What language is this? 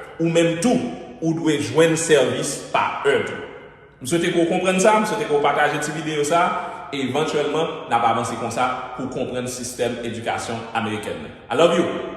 Haitian Creole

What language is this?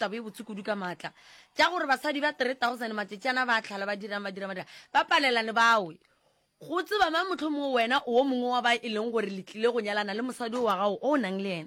Northern Sotho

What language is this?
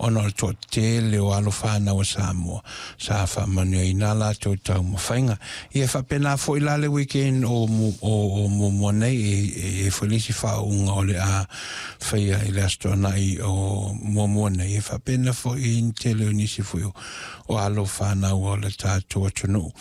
Samoan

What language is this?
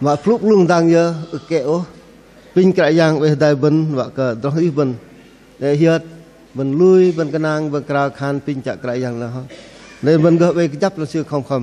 Bahnar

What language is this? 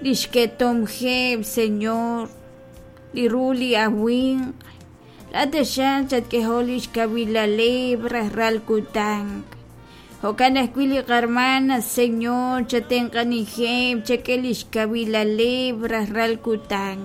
Kekchí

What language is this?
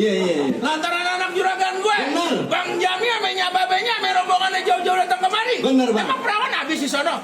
Betawi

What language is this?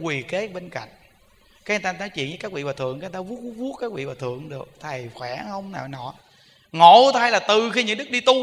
Vietnamese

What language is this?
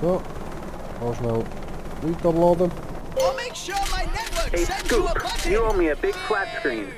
Swiss German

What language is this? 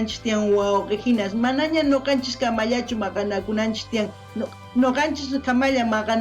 South Bolivian Quechua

